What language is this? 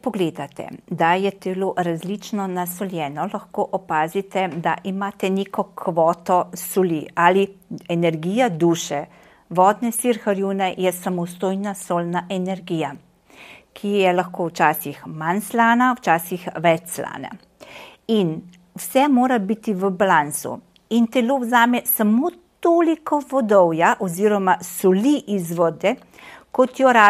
Slovenian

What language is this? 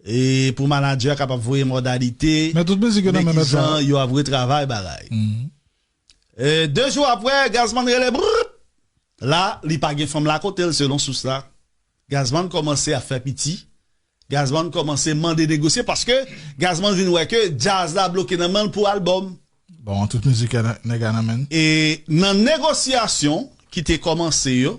Haitian Creole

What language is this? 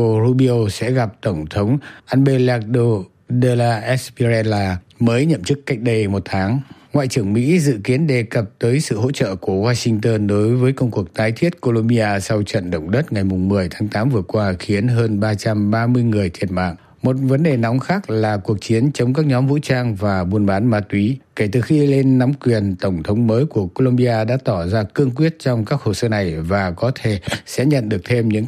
Vietnamese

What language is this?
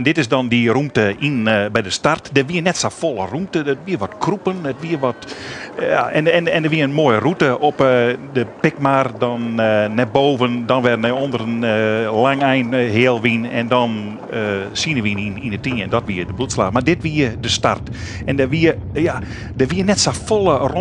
Western Frisian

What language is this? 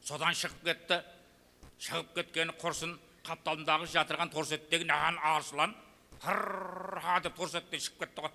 Kara-Kalpak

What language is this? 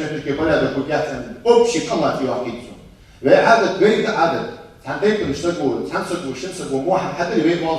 Ingush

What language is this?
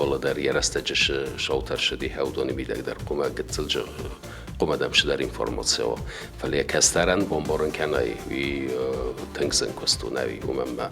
Ossetic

